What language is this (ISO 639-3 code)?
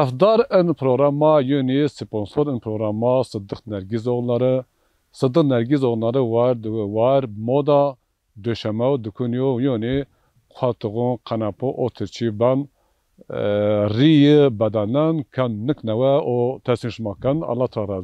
zza